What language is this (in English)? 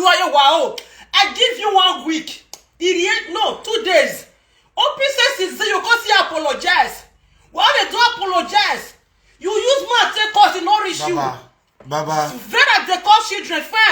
Nigerian Pidgin